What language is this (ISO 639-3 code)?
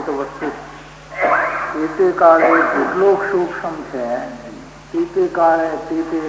guj